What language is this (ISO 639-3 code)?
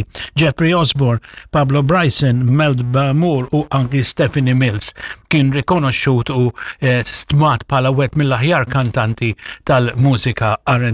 mlt